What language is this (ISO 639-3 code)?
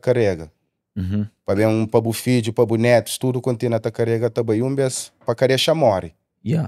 kea